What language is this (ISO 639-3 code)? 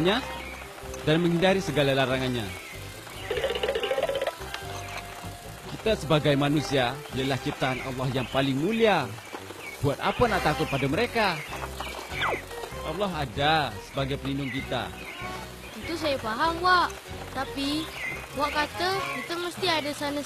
msa